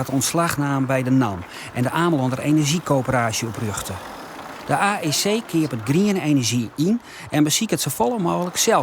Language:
Western Frisian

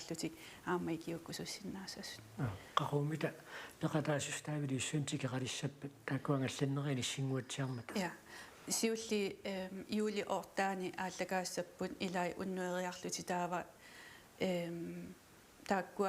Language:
Kalaallisut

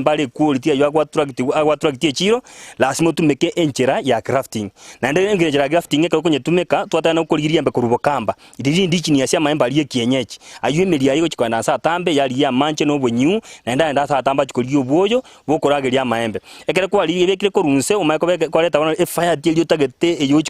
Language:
Gusii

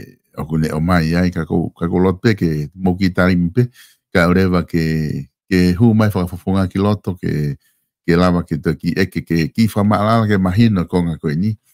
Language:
Tongan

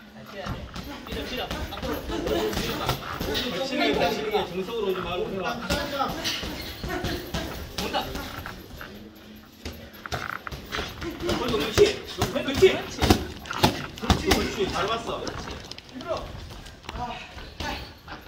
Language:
Korean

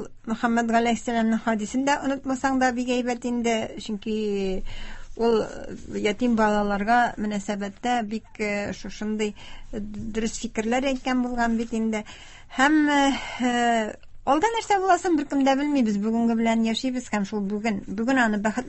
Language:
Tatar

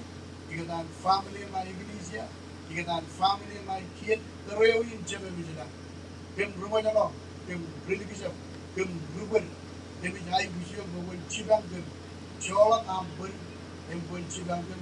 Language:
Marshallese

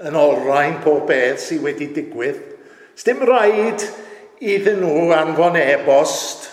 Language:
Welsh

